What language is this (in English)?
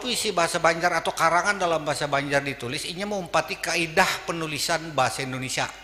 Banjar